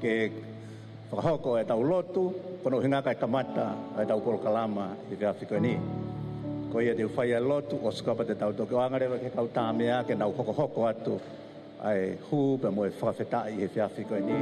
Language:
Tongan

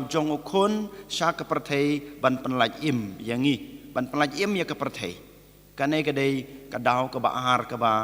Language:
Khasi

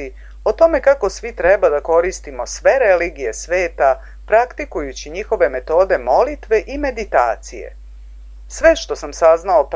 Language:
Serbian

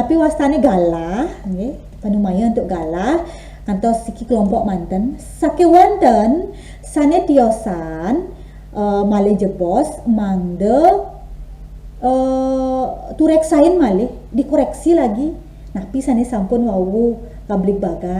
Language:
Balinese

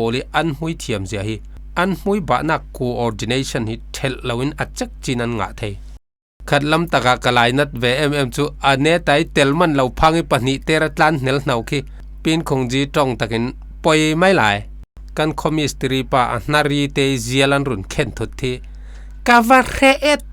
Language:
Falam Chin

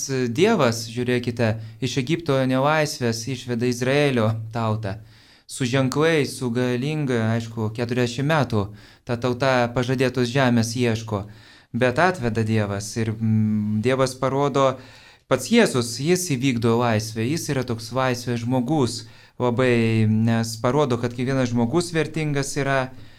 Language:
Lithuanian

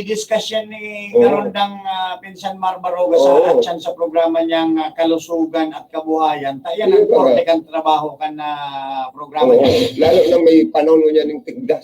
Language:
Bikol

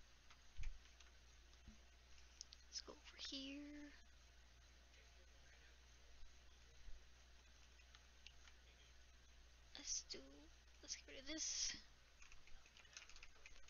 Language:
English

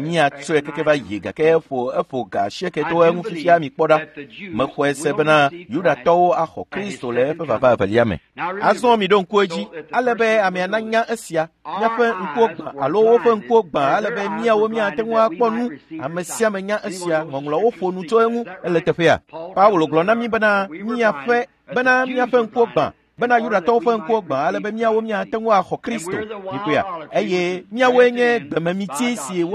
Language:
Ewe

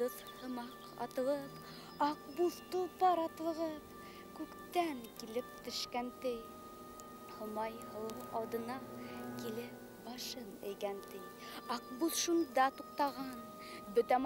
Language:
Bashkir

